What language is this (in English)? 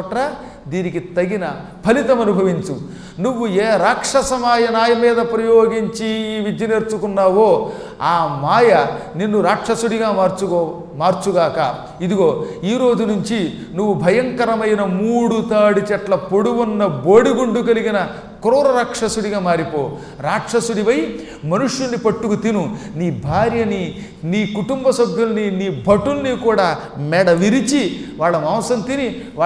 Telugu